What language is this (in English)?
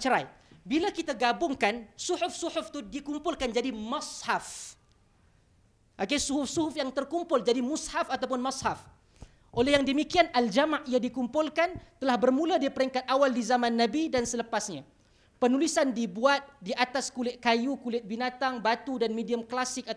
Malay